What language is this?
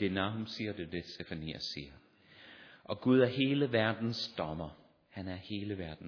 Danish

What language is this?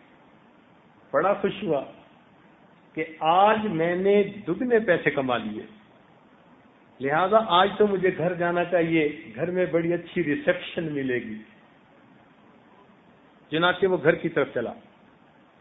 Urdu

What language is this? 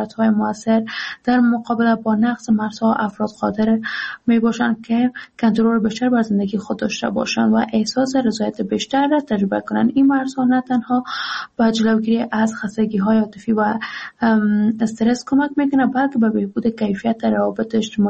Persian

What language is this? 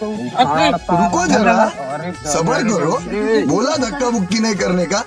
Chhattisgarhi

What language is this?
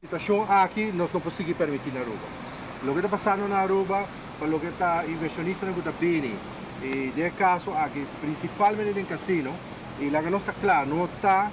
Papiamento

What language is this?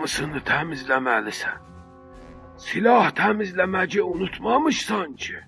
South Azerbaijani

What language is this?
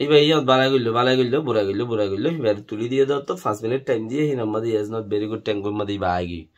Rohingya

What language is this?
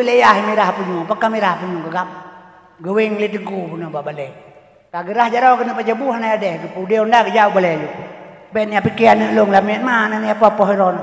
Achinese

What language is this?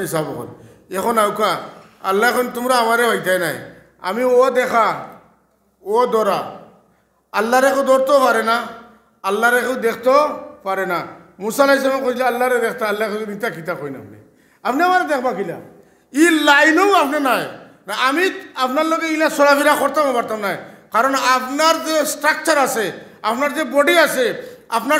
Sylheti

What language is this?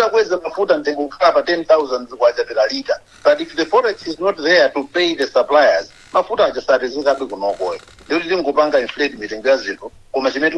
Nyanja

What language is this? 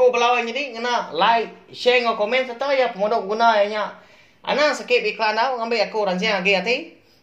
Iban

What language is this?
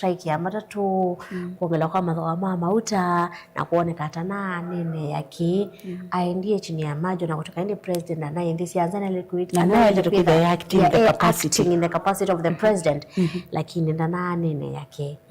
Kamba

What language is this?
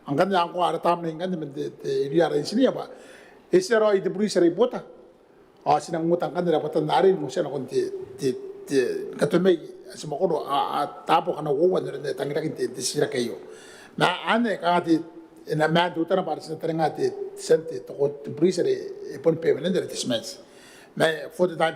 Gilbertese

